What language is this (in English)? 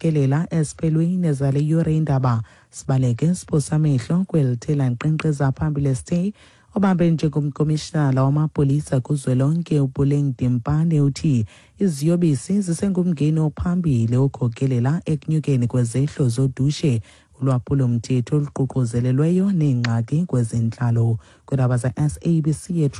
Xhosa